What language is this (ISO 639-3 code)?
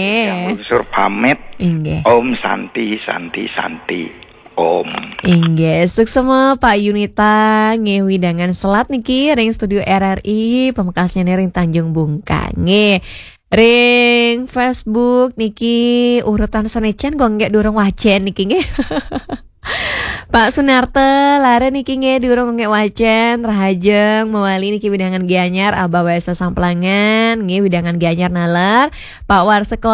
ban